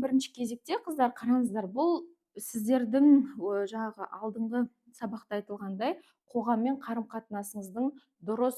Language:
Kazakh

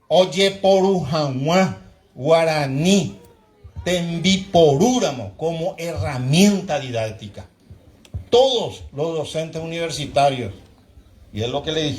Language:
Guarani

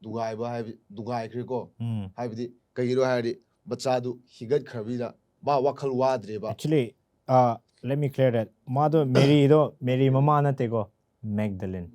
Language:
Manipuri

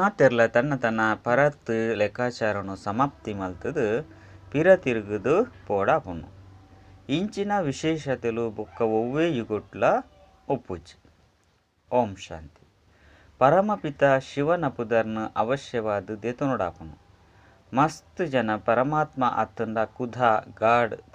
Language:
Tulu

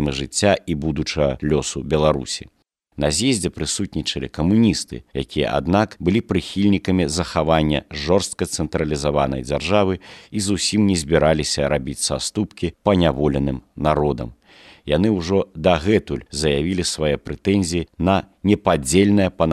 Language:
Belarusian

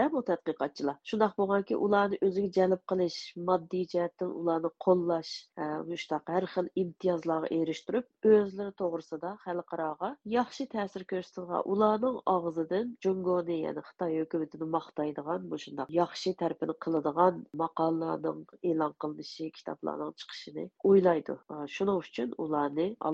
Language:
Uyghur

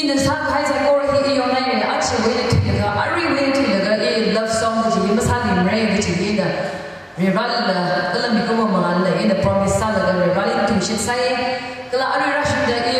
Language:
Tangkhul Naga (India)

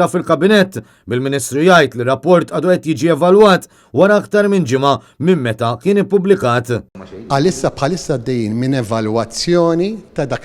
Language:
Maltese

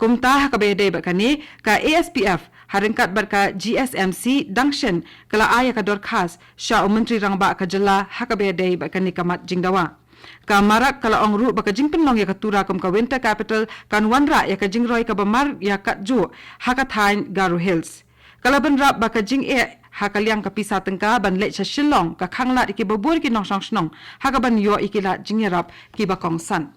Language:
Khasi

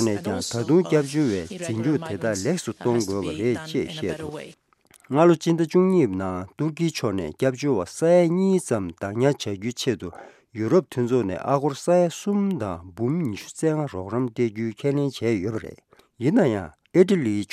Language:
Tibetan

